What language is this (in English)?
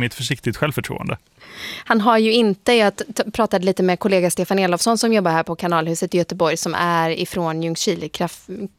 Swedish